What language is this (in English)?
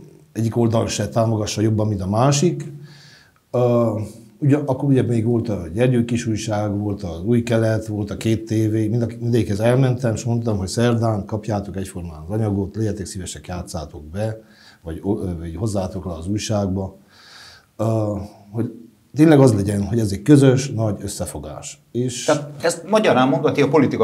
Hungarian